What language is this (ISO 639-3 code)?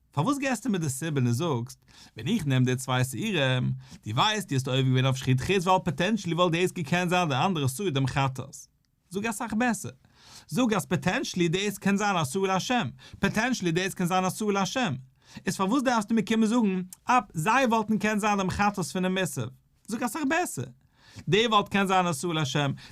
yid